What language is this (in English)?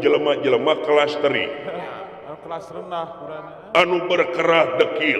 Sundanese